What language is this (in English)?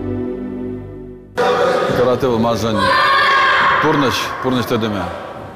Chuvash